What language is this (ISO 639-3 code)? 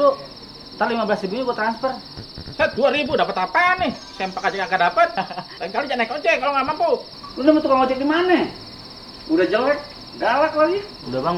bew